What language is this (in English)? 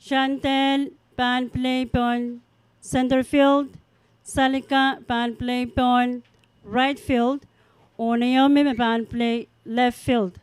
Pohnpeian